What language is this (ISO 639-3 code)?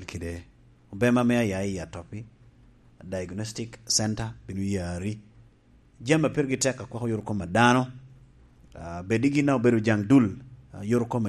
laj